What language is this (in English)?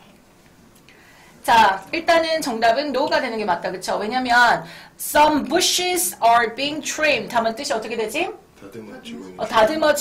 Korean